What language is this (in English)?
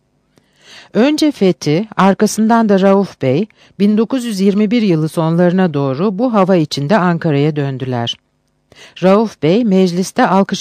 Turkish